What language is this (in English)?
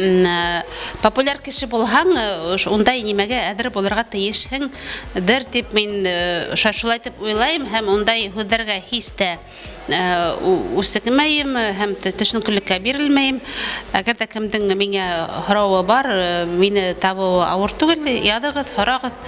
Bashkir